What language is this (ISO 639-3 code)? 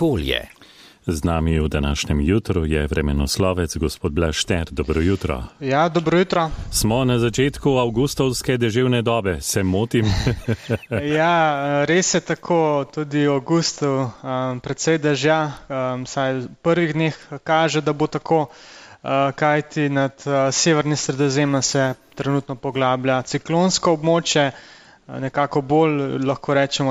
slv